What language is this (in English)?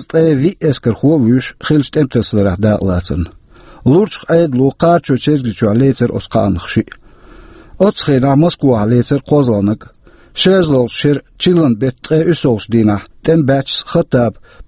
Chechen